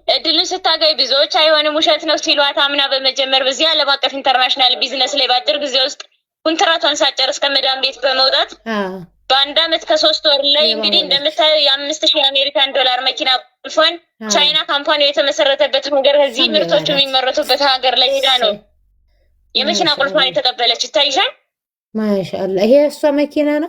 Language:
Amharic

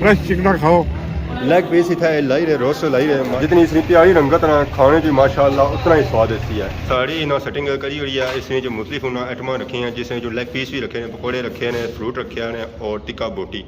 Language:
Pahari-Potwari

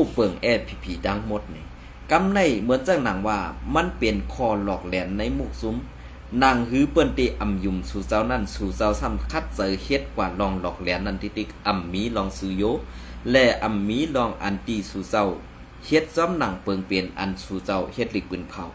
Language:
Shan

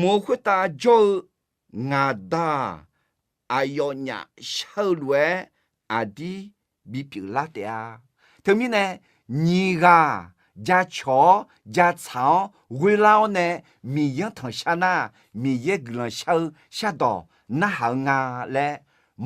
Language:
Akha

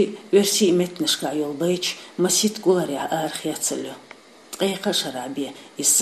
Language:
Chechen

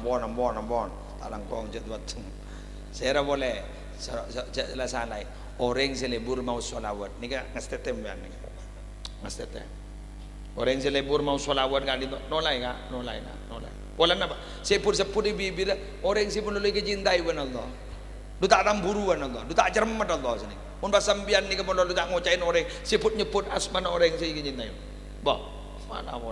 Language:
Madurese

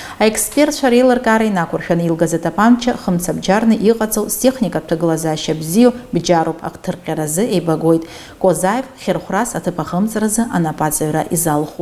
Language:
Abkhazian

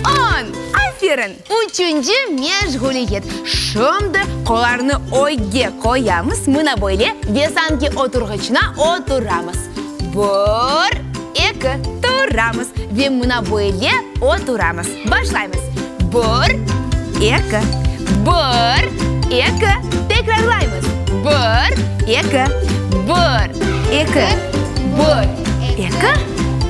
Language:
Crimean Tatar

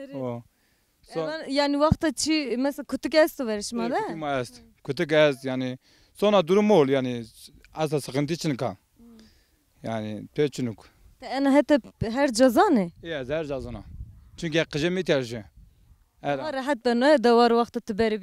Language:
Zaza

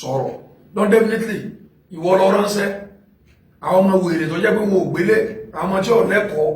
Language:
Yoruba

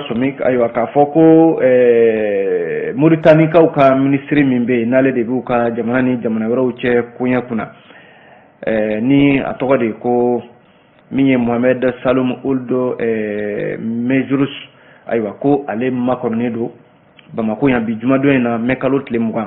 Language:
Bambara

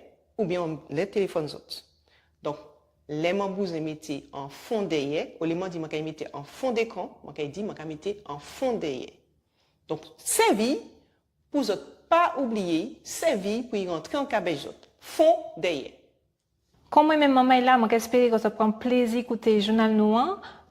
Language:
Guadeloupean Creole French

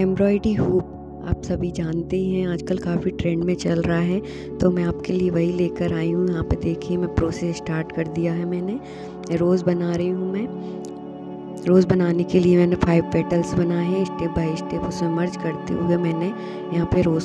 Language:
Hindi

